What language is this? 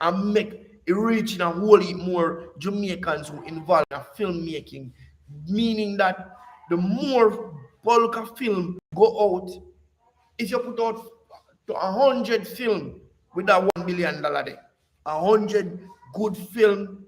Jamaican Creole English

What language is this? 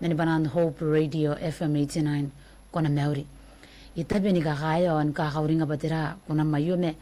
Gilbertese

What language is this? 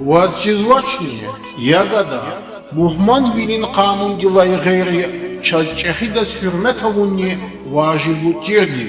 Lezghian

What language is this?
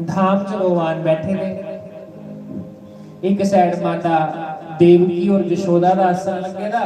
Dogri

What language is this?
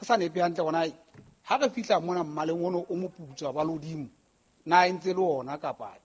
Southern Sotho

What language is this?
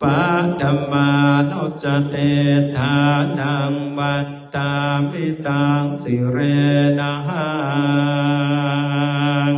Pali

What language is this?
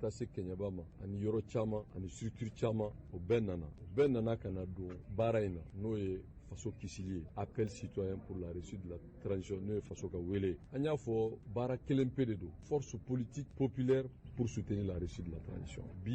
Bambara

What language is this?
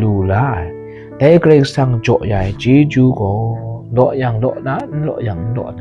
Kachin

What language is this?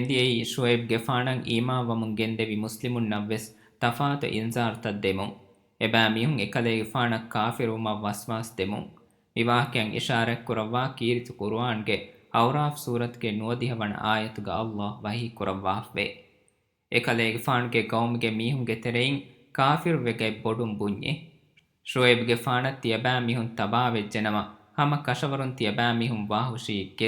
Divehi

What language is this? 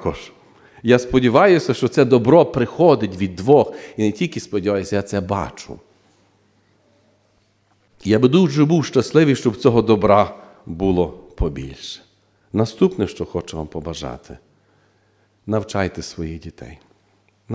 Ukrainian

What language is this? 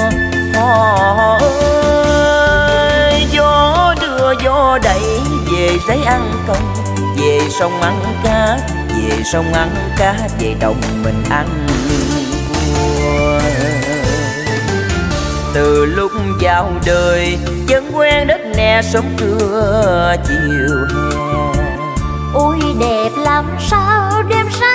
Vietnamese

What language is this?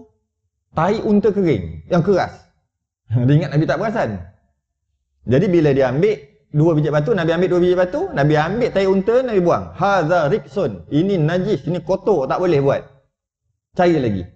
Malay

